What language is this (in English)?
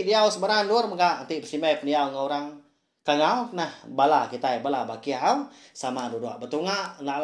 Iban